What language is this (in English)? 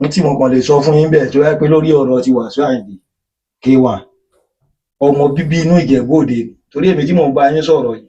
Yoruba